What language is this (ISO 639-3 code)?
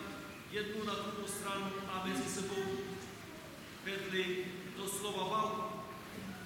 ces